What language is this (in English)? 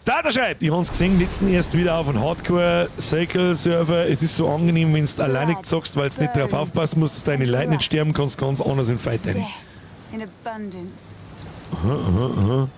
Bavarian